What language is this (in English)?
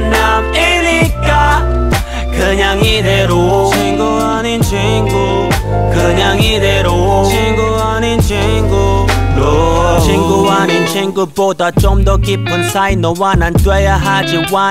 Korean